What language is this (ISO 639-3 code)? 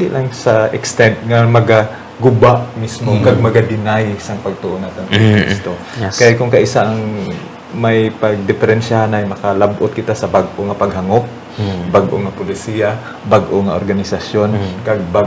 hil